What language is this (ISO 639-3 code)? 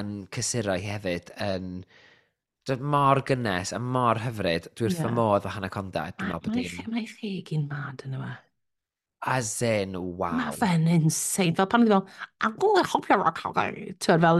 cym